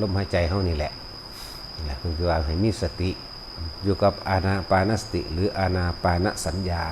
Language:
Northeastern Thai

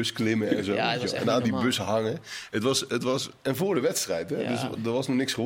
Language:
Dutch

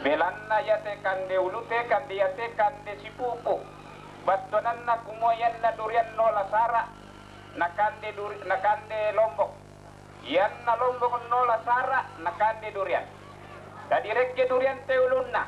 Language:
Toraja-Sa'dan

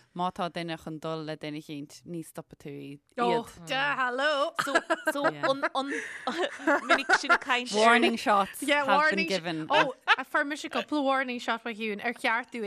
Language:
Irish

